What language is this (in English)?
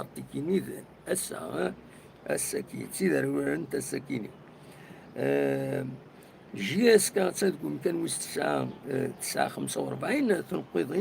Kabyle